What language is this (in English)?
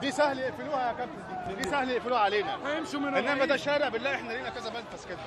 Egyptian Arabic